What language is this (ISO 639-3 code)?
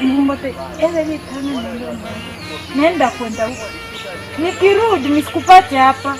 guz